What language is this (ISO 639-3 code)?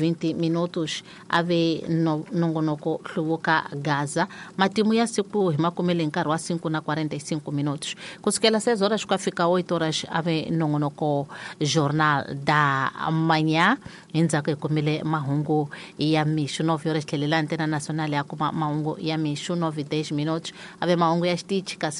tso